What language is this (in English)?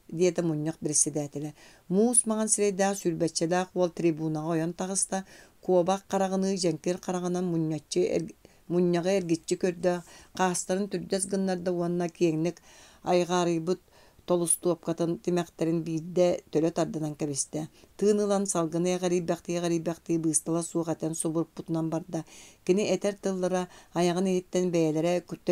Yakut